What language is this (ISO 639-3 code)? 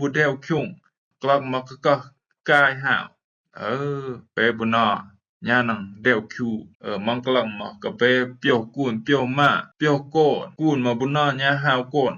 rbb